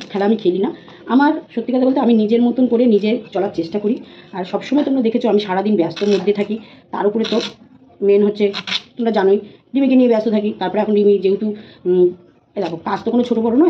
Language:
Bangla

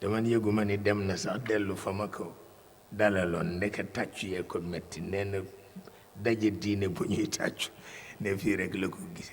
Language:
Wolof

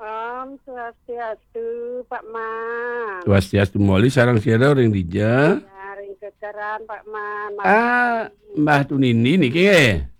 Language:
Balinese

